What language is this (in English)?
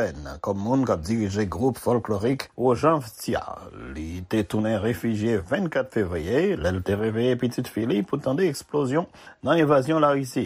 Haitian Creole